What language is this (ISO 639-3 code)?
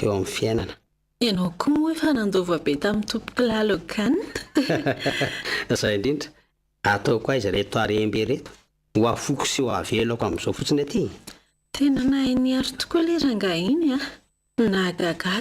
mlg